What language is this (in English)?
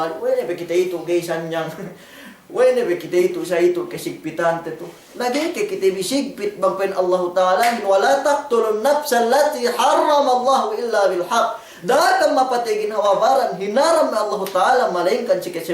Yakan